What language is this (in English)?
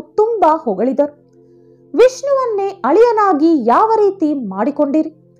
Kannada